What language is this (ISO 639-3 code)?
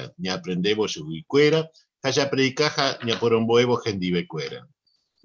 grn